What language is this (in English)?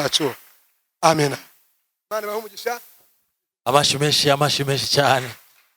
Kinyarwanda